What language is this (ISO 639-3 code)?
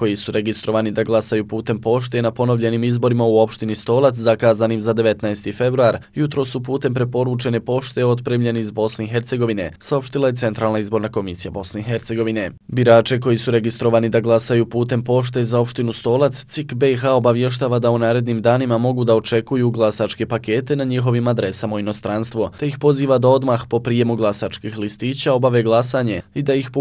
bos